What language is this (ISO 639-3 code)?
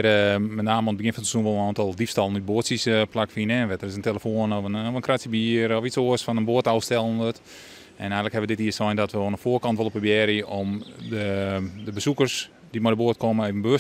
fry